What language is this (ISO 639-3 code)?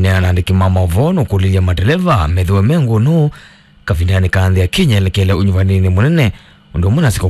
kam